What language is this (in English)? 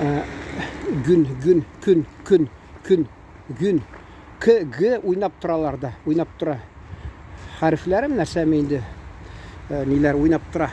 Tatar